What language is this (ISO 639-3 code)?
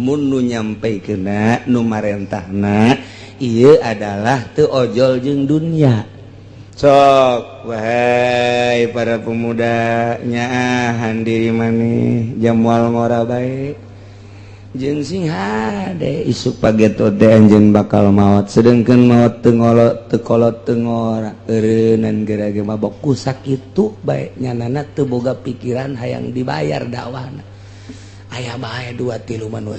sun